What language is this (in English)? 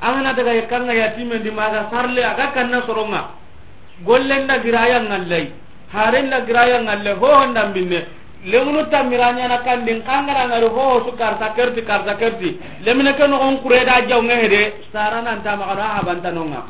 Soninke